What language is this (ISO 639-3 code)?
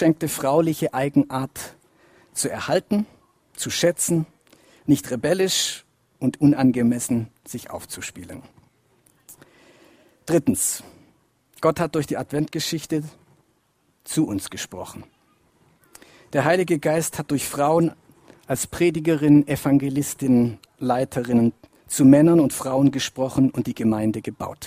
deu